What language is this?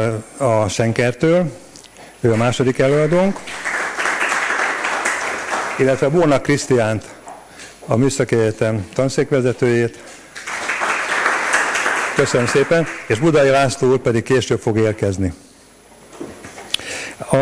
Hungarian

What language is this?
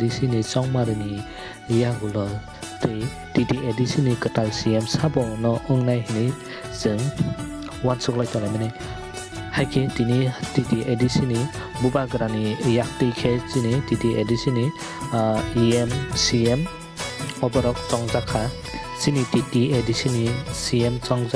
Kok Borok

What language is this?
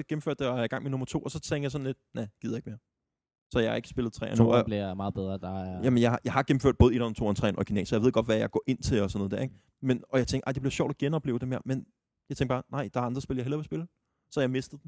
Danish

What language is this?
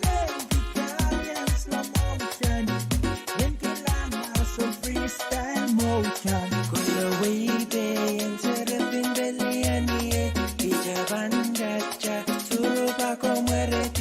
Pohnpeian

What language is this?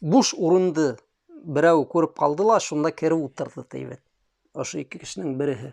Bashkir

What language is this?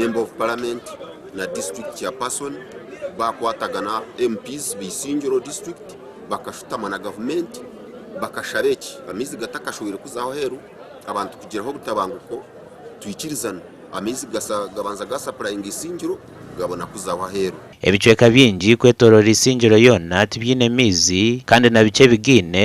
Nyankole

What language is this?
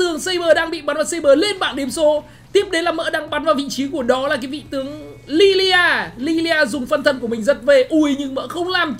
Vietnamese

